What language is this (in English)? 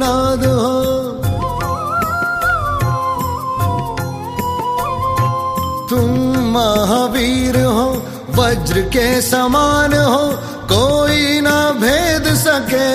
Hindi